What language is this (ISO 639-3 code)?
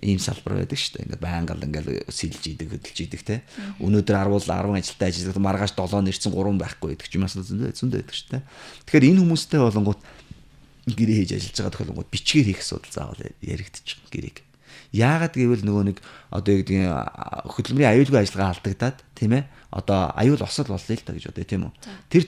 mon